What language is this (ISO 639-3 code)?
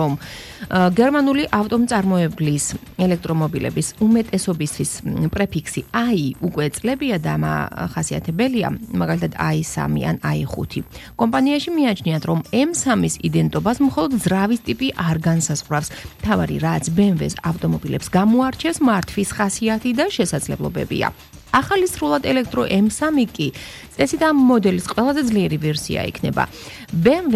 kat